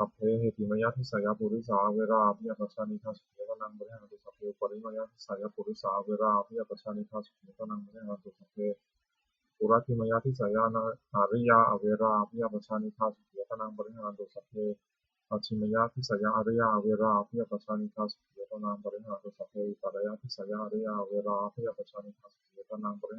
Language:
Pali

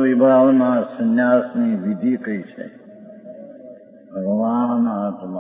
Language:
Gujarati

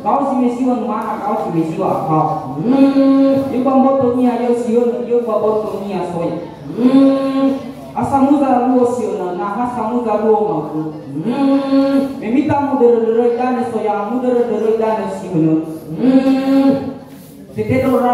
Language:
Nias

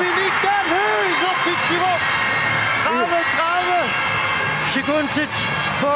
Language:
Kalaallisut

